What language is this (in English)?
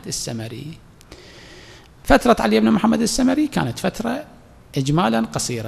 Arabic